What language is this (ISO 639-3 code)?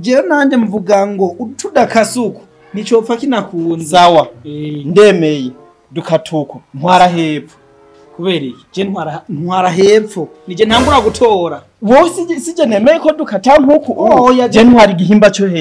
run